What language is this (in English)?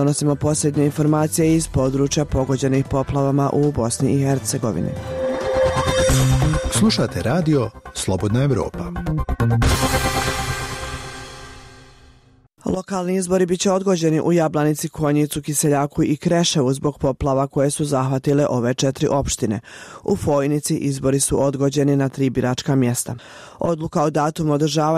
Bosnian